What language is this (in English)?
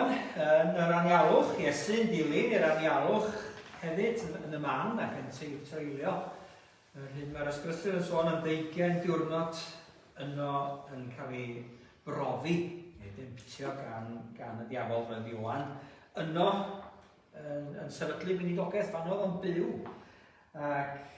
Welsh